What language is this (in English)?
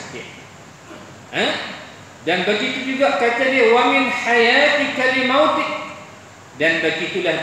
Malay